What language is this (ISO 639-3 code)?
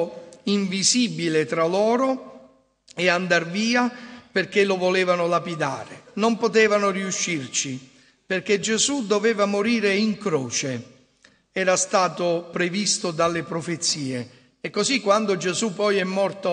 ita